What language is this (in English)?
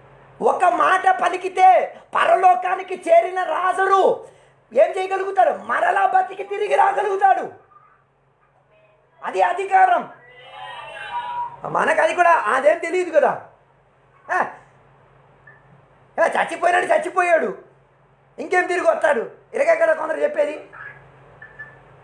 Telugu